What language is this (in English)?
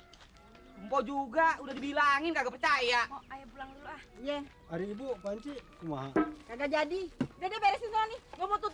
Betawi